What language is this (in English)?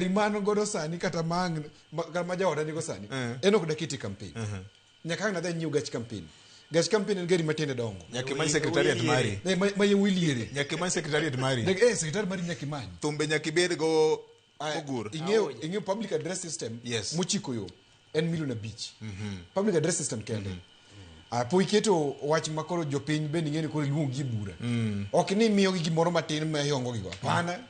Luo (Kenya and Tanzania)